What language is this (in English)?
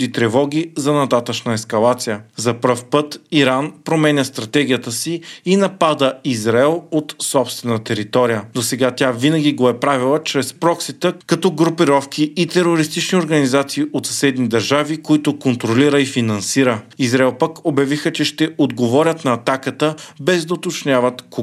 Bulgarian